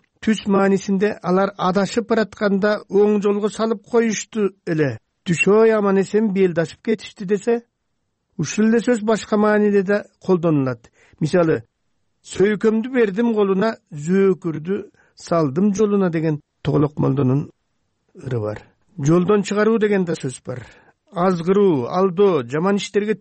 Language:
Kyrgyz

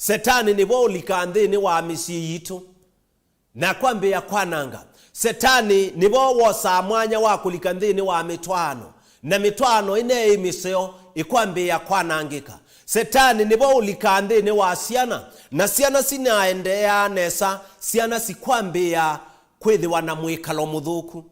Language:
Kamba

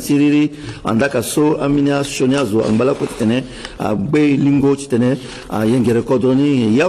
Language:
Sango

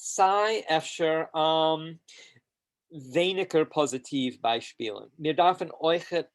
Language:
Yiddish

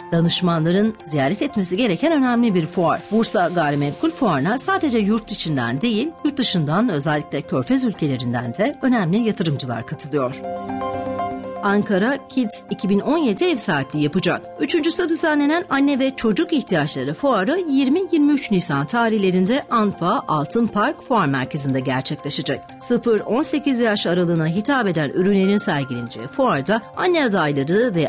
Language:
Turkish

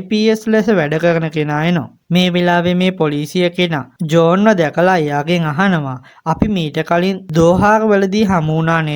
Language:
Sinhala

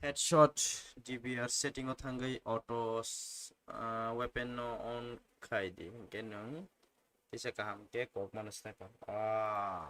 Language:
Kok Borok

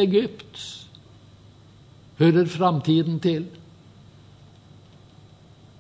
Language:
Norwegian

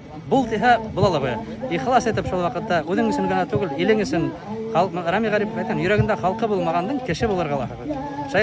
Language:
Bashkir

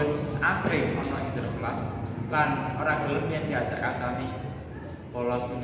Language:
Javanese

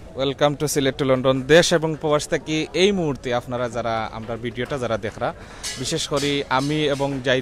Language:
Sylheti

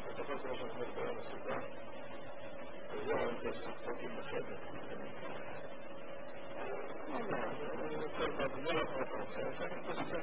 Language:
Hebrew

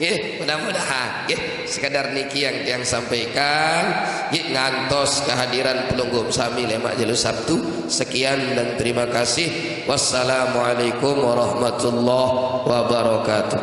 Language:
Sasak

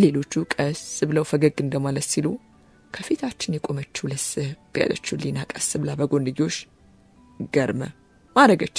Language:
Amharic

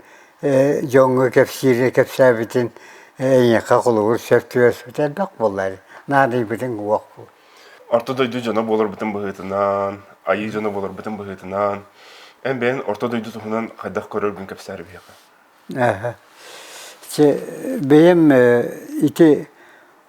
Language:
Yakut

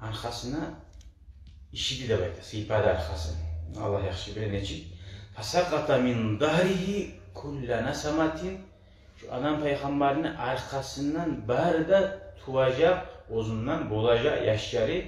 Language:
Kumyk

